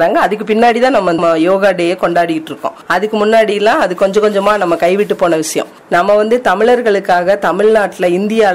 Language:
Tamil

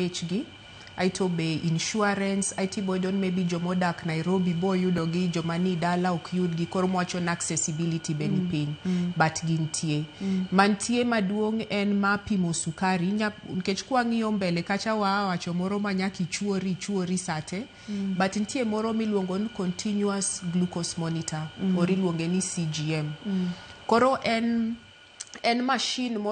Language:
Luo (Kenya and Tanzania)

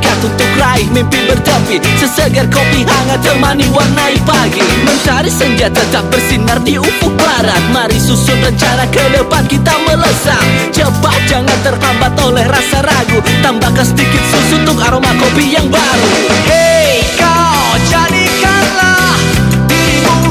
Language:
Indonesian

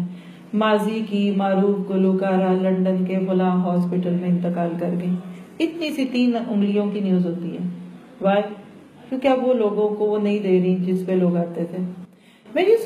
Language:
Urdu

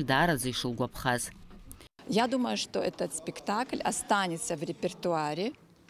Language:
Abkhazian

